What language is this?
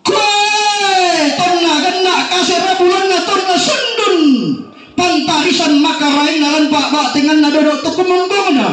Toraja-Sa'dan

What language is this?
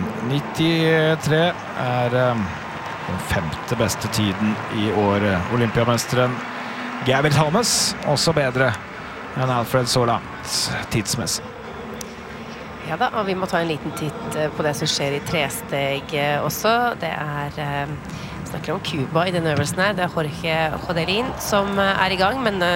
Norwegian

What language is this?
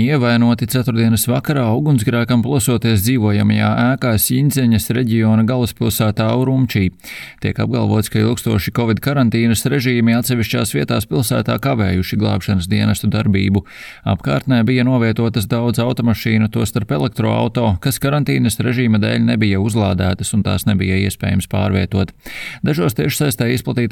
Latvian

